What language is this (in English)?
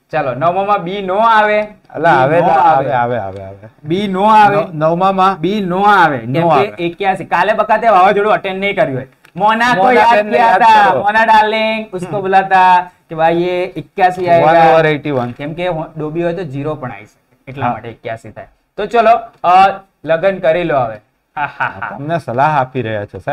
Gujarati